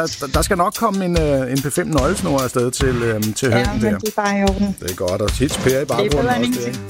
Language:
Danish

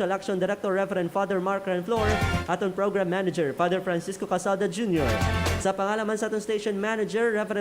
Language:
Hiligaynon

